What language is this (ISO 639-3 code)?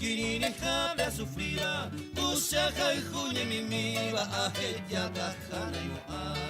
grn